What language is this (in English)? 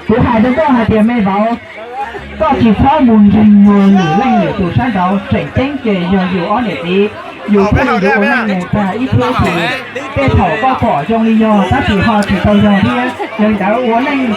Hmong